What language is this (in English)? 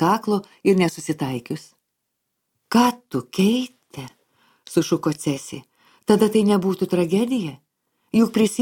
Lithuanian